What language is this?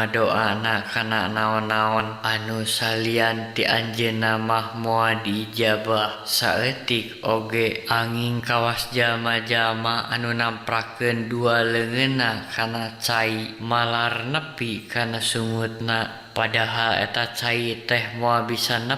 Sundanese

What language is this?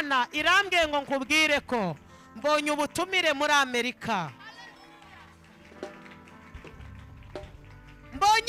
Kinyarwanda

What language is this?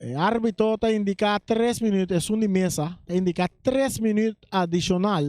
Papiamento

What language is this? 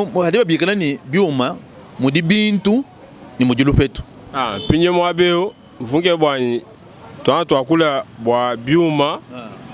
Luba-Lulua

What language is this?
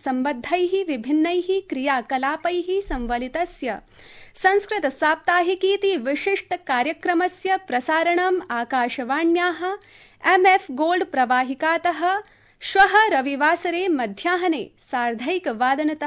Sanskrit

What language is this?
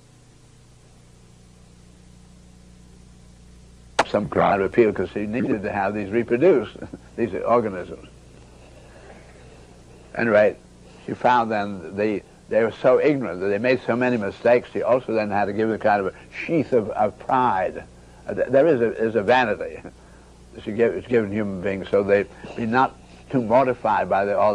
English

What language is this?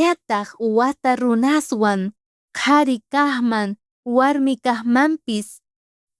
South Bolivian Quechua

